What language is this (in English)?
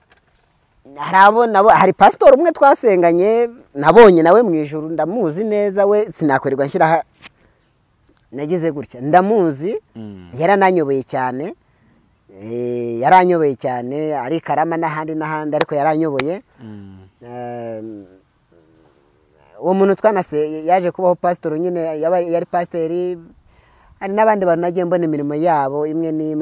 Kinyarwanda